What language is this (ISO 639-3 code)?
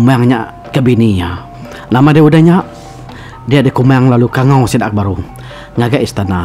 iba